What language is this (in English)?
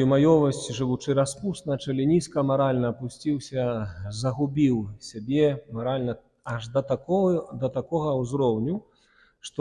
Belarusian